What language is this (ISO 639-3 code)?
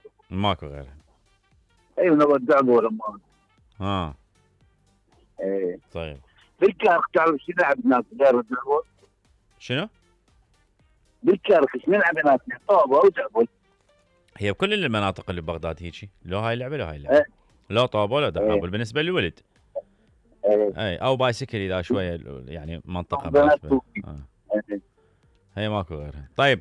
acm